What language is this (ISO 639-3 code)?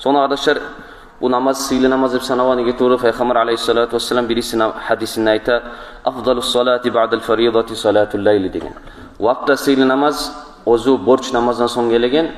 kum